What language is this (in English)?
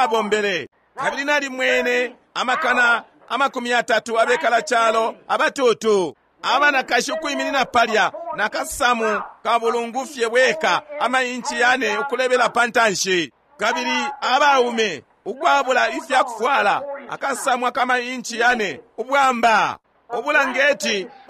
Bemba